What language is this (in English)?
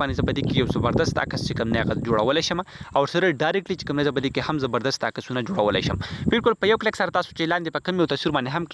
Pashto